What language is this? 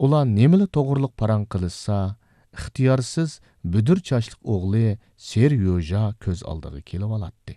Uyghur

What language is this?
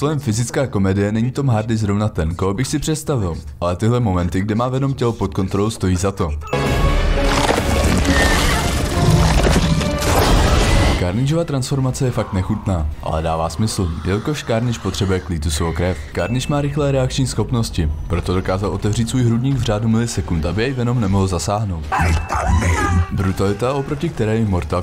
Czech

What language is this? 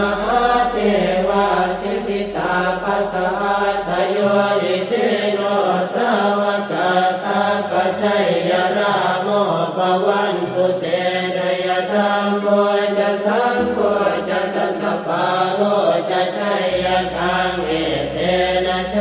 Pali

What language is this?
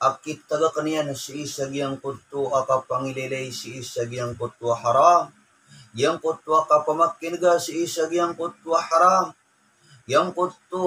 Maranao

